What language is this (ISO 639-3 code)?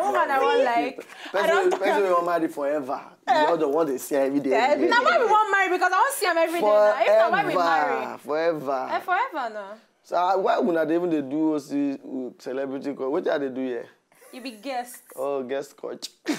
pcm